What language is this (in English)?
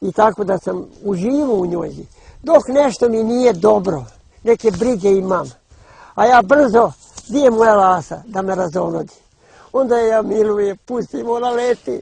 Bosnian